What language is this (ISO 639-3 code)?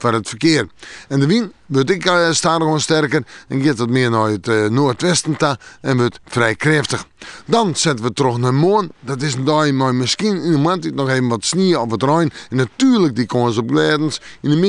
fry